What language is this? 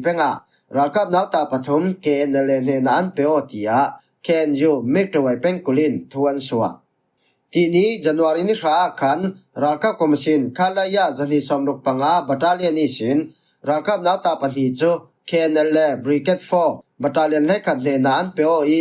Falam Chin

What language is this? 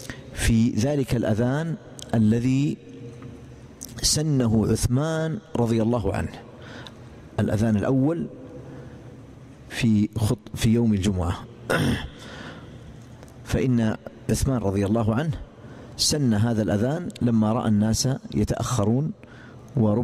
Arabic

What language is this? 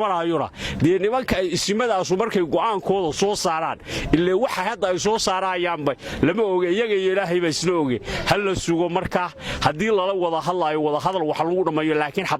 Somali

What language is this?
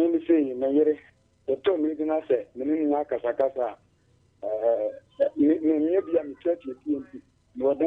Akan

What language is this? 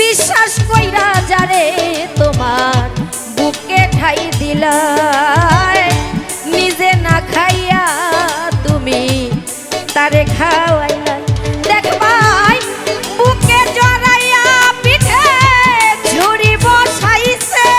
Sylheti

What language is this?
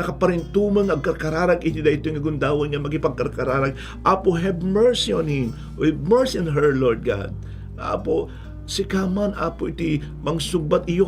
Iloko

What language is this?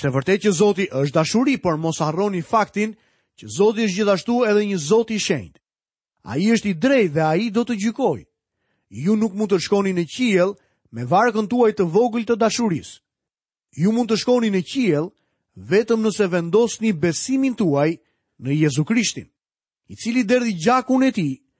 Albanian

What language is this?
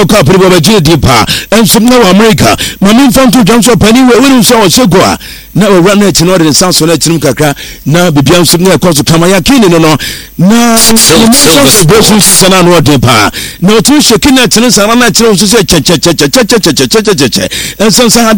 Akan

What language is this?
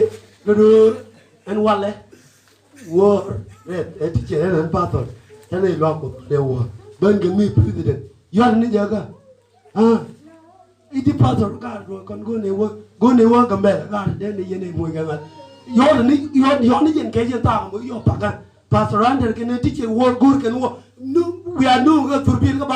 Nuer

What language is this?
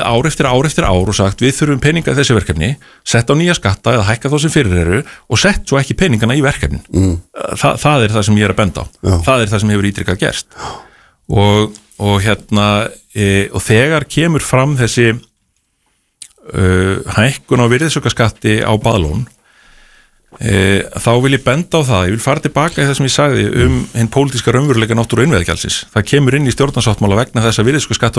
Icelandic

